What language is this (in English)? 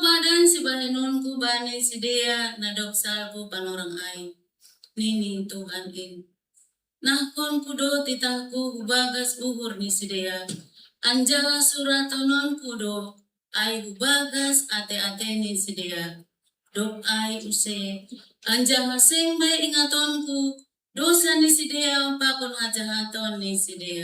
Batak Simalungun